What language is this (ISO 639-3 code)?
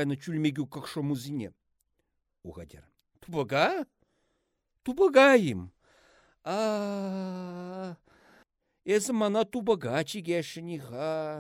chv